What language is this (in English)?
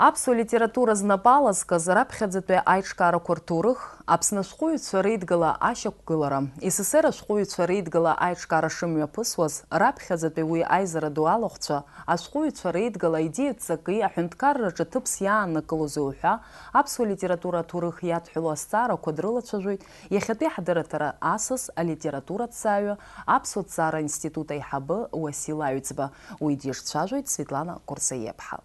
Abkhazian